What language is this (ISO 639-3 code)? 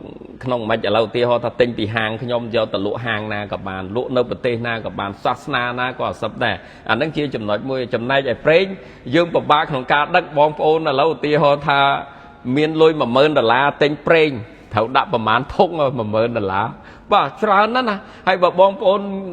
khm